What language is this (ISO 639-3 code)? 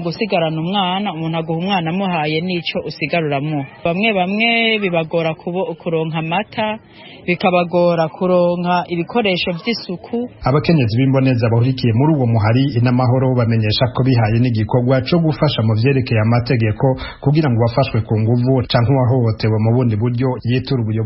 run